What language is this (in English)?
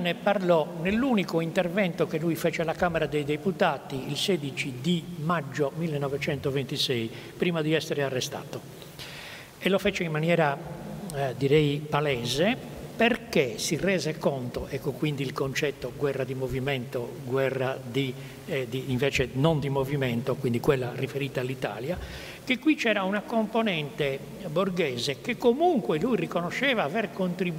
Italian